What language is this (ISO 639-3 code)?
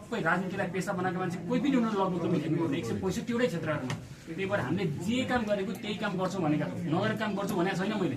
nep